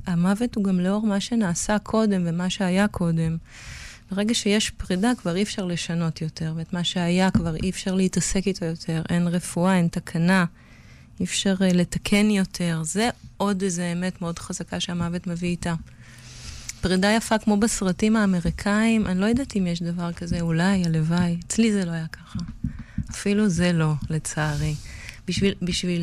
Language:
Hebrew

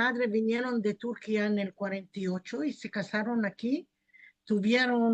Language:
Ladino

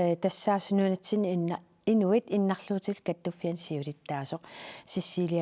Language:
Kalaallisut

